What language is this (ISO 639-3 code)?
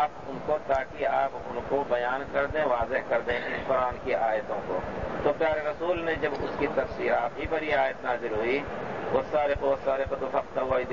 urd